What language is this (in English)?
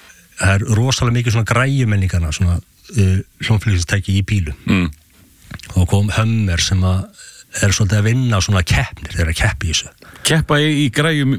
Icelandic